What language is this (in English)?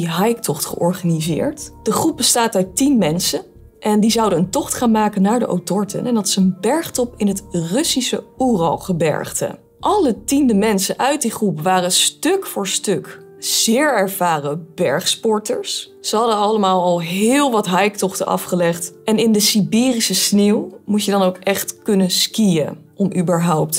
Dutch